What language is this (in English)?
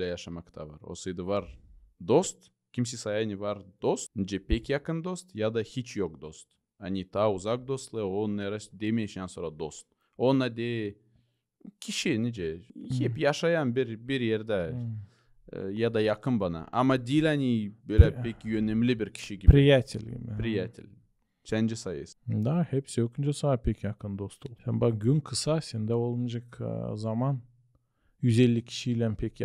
Gagauz